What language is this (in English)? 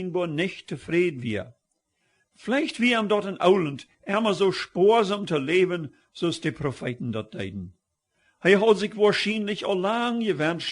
Plautdietsch